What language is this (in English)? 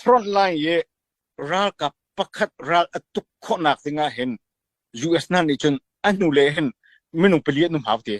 Hakha Chin